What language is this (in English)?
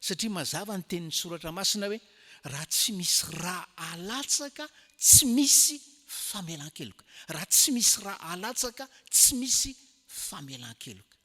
Malagasy